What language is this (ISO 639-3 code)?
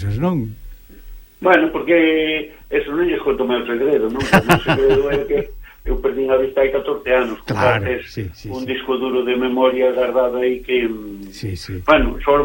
glg